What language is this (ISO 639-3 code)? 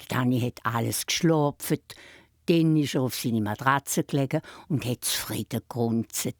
gsw